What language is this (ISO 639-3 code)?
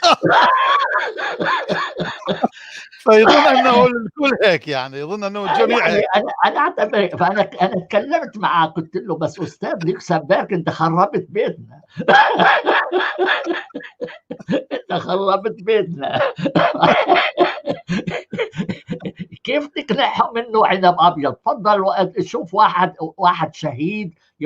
apc